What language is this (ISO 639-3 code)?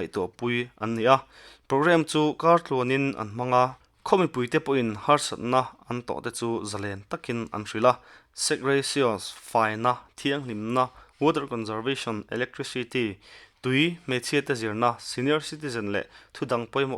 lus